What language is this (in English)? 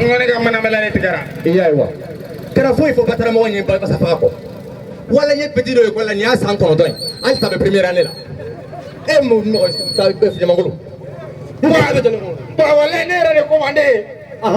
Bambara